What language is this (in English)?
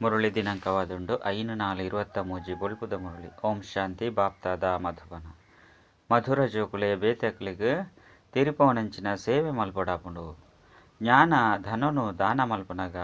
Tulu